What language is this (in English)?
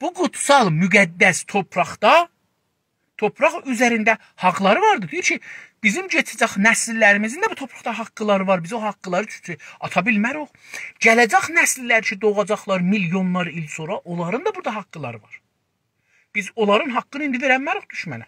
South Azerbaijani